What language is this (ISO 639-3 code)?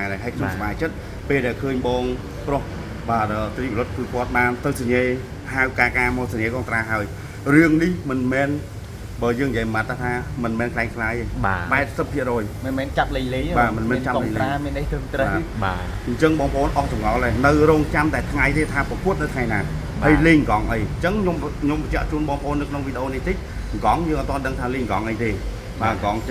khm